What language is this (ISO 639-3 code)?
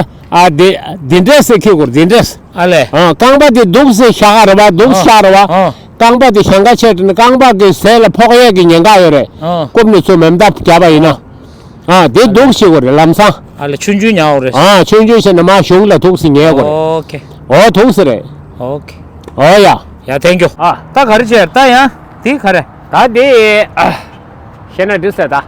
bod